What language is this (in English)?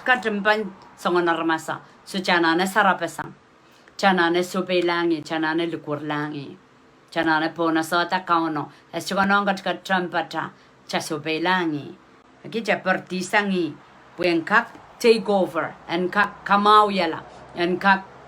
Pohnpeian